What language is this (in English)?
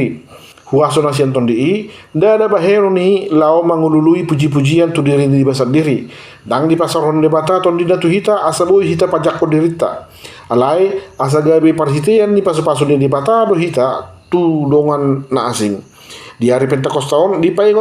Batak Toba